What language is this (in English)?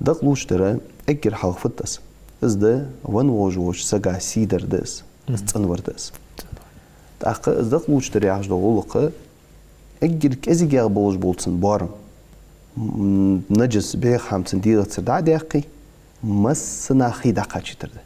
Ingush